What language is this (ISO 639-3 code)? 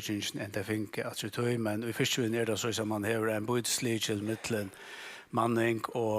fao